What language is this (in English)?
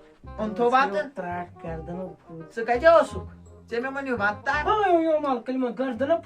Kashmiri